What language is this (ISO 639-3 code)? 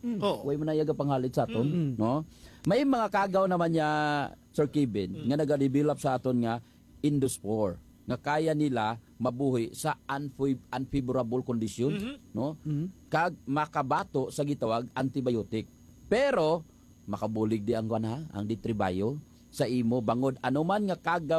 hil